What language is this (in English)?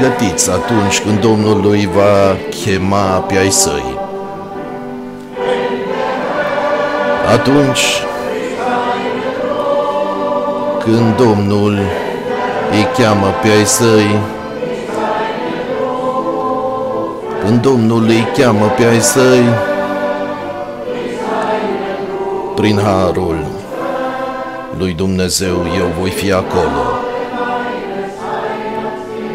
Romanian